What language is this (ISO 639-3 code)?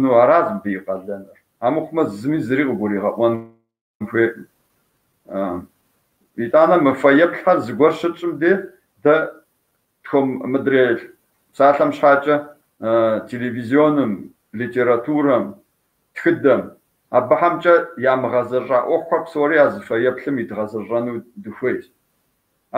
kbd